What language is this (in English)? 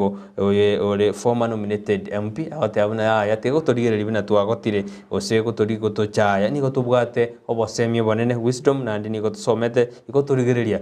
Gusii